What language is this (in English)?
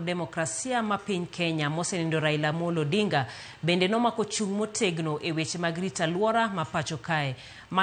Luo (Kenya and Tanzania)